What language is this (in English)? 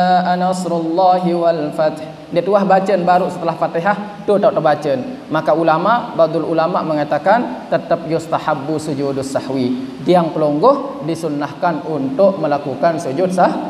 Sasak